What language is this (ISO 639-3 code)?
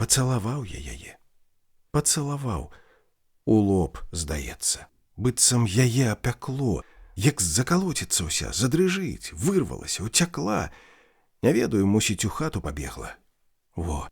bel